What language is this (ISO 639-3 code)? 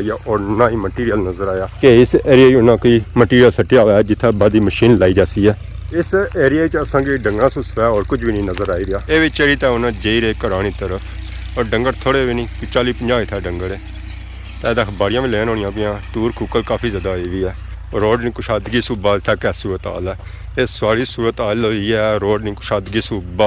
phr